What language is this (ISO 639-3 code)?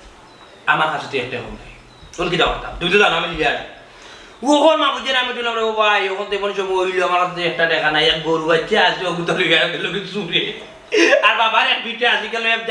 syl